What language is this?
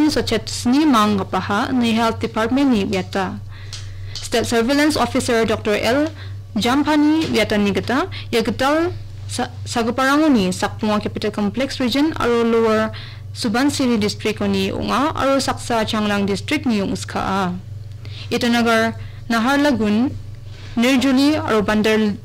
Garo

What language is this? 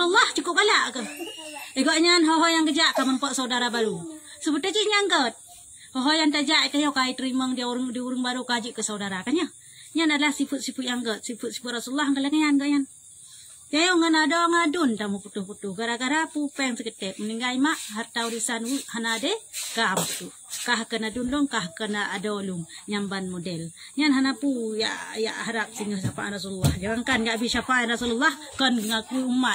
Achinese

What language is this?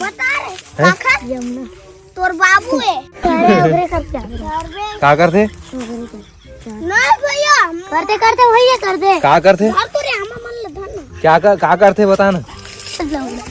Chhattisgarhi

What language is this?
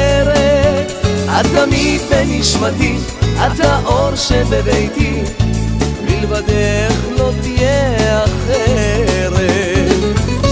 Hebrew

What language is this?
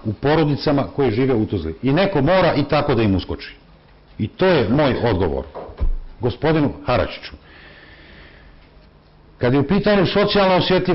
Bosnian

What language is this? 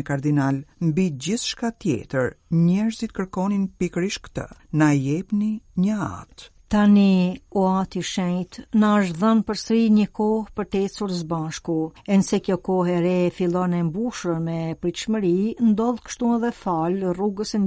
Albanian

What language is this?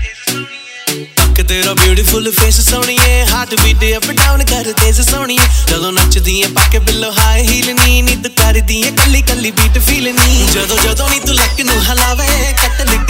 Hindi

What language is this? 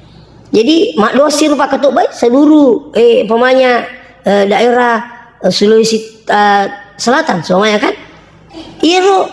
Buginese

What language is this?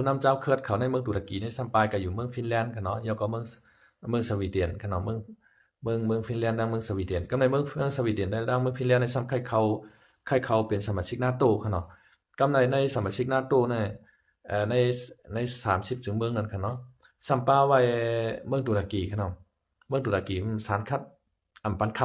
Shan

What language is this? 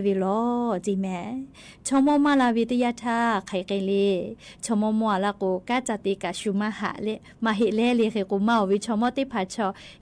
Lahu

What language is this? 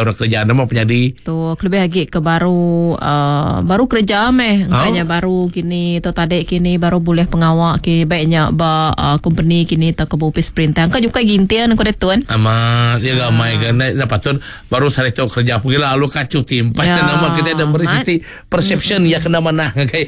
Iban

